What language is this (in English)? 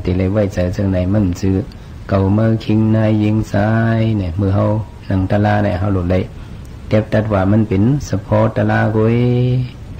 Shan